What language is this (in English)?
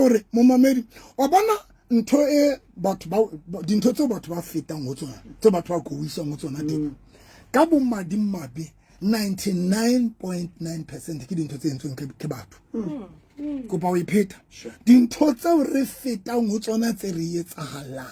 Southern Sotho